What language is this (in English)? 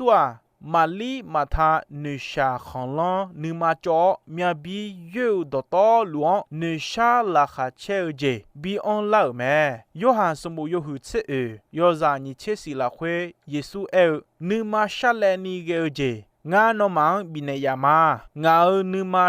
Akha